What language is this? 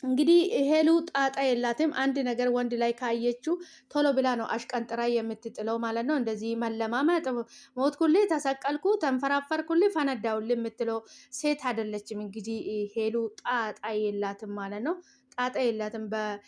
Amharic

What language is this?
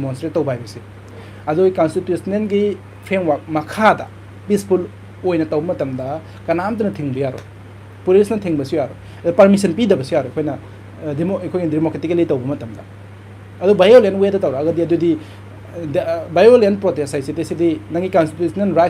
Manipuri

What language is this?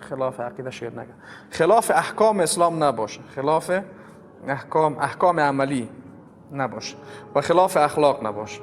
Persian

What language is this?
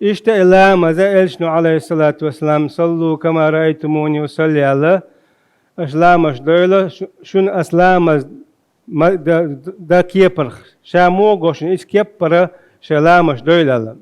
Chechen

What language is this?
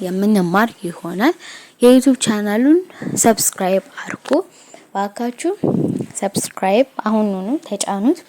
Amharic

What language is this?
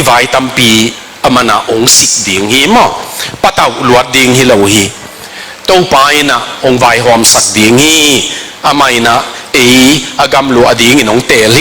Tedim Chin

